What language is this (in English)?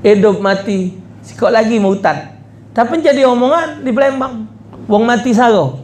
Musi